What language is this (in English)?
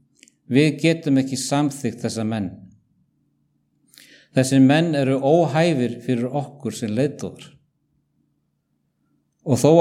Icelandic